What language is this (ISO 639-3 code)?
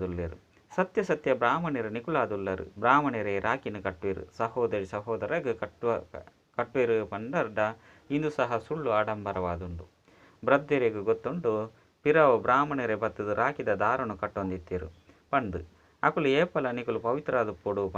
tcy